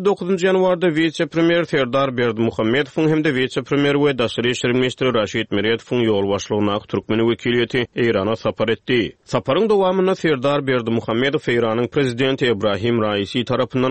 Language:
Turkmen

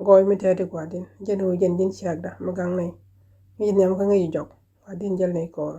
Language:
Nuer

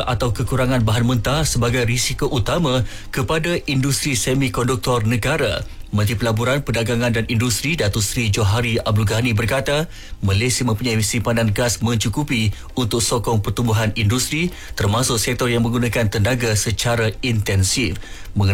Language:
Malay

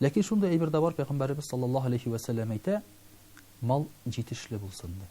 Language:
Tatar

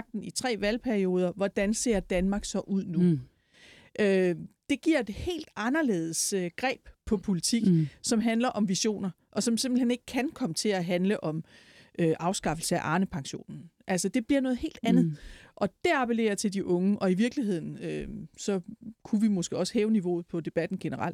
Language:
Danish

